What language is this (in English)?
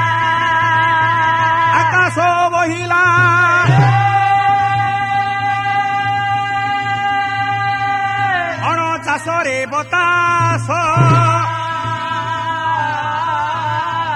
Odia